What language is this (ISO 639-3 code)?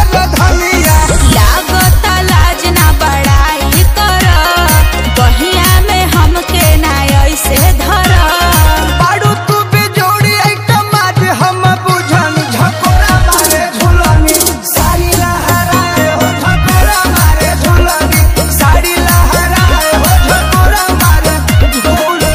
bho